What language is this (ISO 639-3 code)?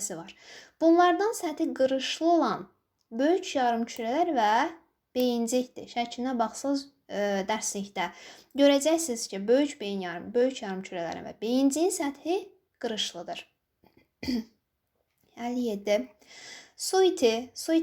aze